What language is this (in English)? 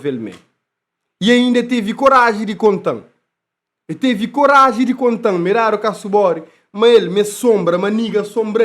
Kabuverdianu